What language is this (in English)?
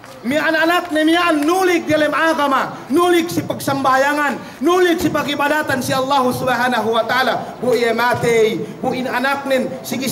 Yakan